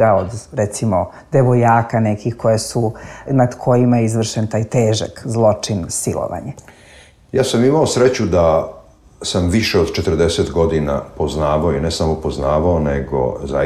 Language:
Serbian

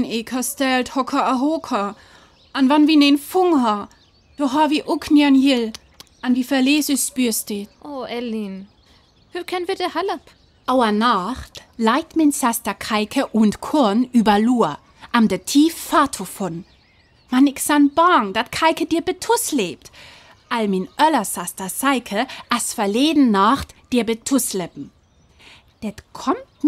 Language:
Northern Frisian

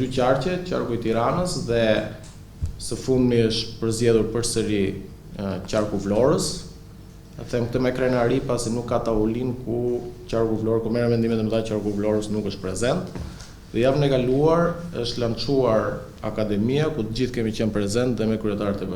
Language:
Albanian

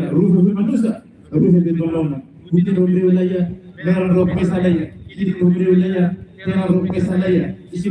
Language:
Tetum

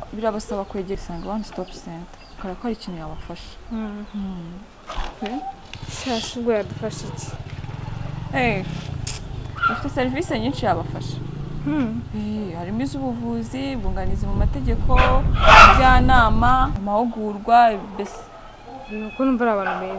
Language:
Kinyarwanda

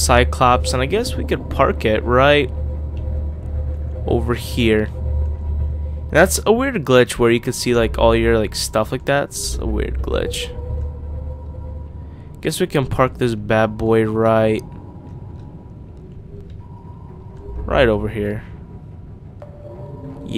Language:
English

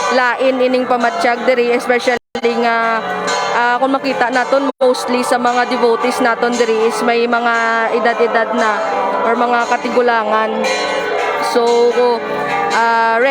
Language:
Hiligaynon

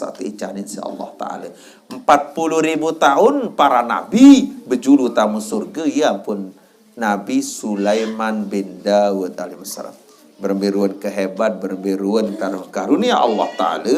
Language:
Sasak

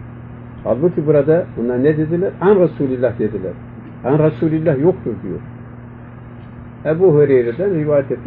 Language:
Turkish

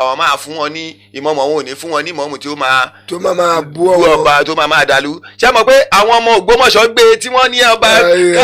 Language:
Yoruba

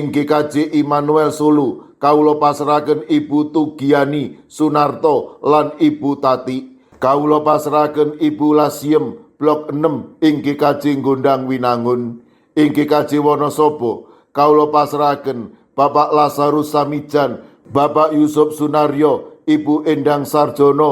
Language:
Javanese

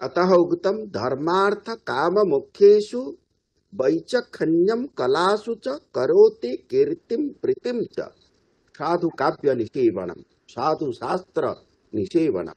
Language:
Sanskrit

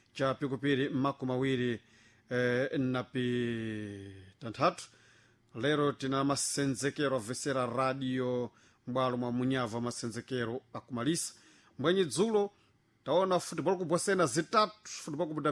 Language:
Sena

